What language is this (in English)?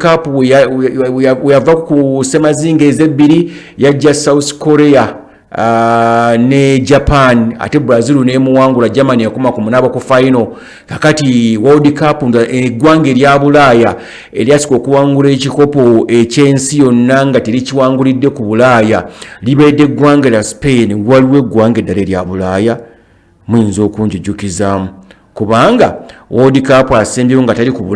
Ganda